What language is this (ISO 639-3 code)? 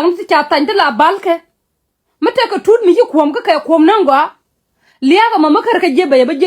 nus